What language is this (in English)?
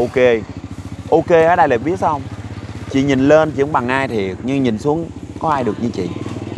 Vietnamese